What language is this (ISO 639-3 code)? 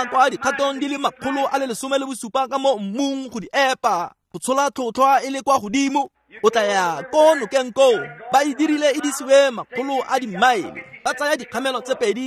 tsn